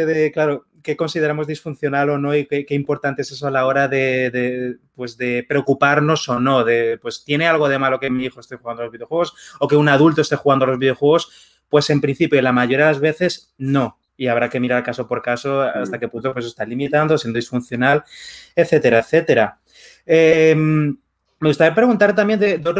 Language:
Spanish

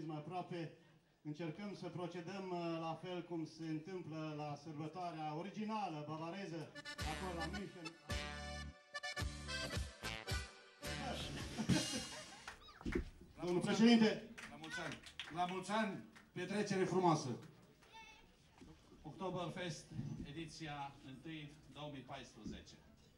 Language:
Romanian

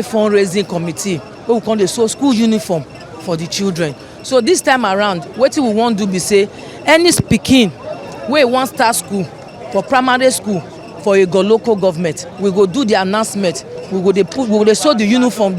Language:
Nigerian Pidgin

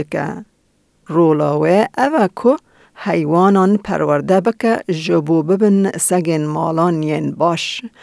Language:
Kurdish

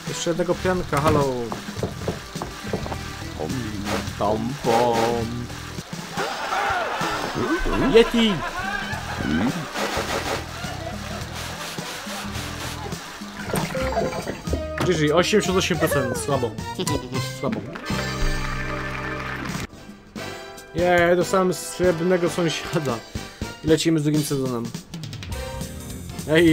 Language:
Polish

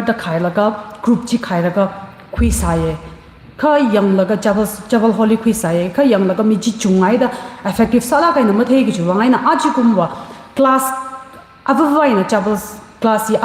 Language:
Tangkhul Naga (India)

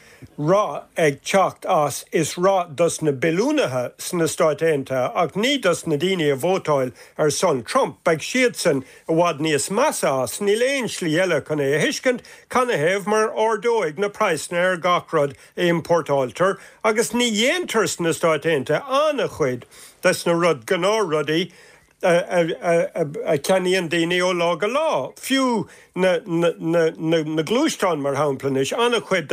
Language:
Irish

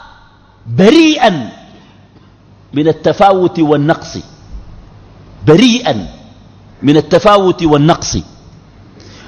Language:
Sudanese Arabic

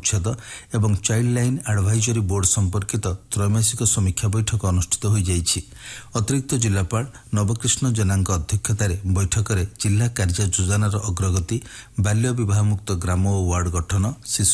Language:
Odia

